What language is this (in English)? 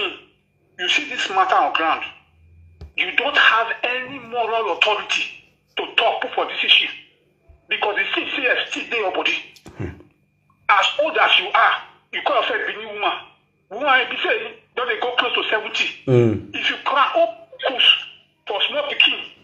Nigerian Pidgin